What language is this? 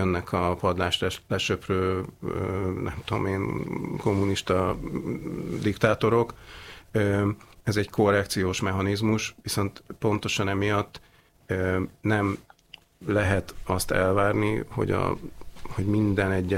Hungarian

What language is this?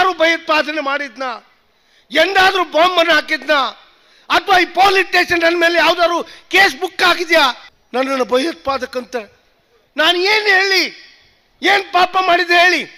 Kannada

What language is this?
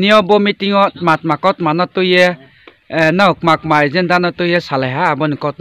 Riang (India)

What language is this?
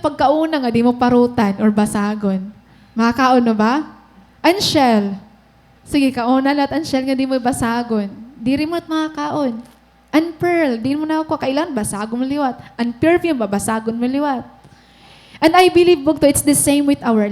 Waray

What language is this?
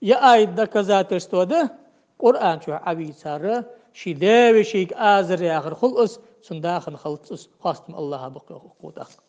Ingush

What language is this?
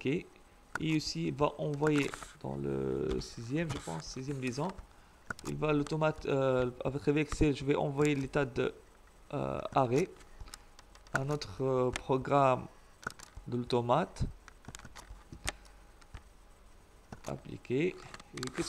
French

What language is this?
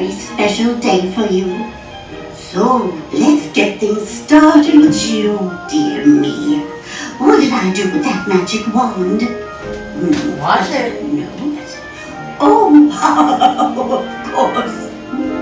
English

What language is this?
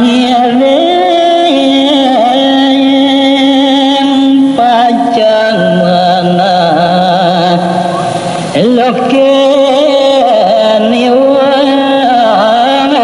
Balinese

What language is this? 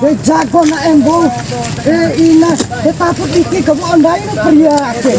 Bima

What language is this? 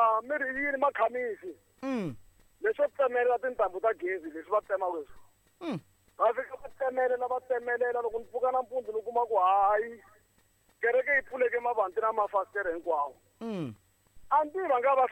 Tsonga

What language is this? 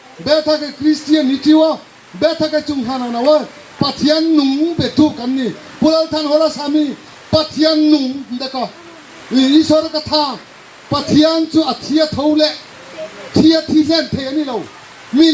Riang (India)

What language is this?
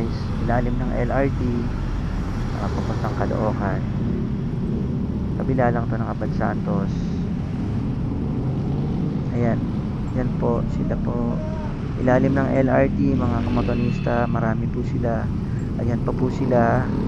Filipino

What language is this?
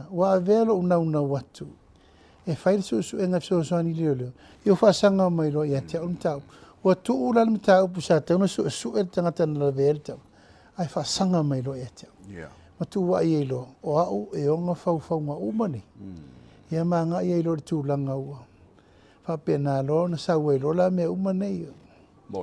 Samoan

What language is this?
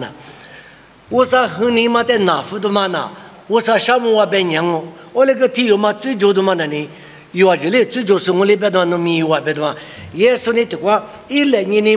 Lisu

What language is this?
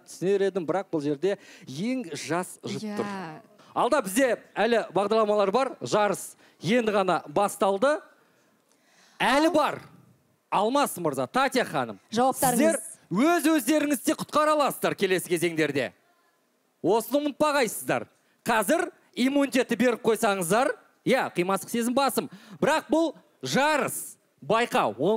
Kazakh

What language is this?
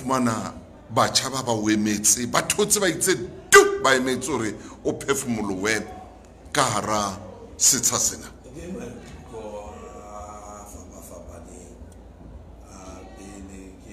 Southern Sotho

